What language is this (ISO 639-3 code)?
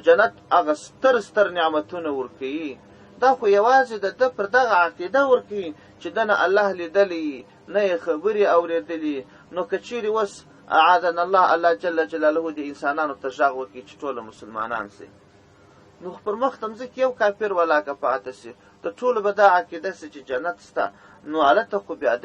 pus